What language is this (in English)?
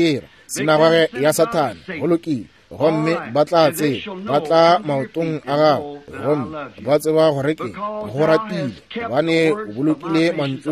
Northern Sotho